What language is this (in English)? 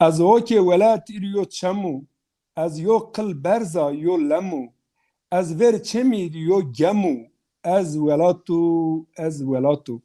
Zaza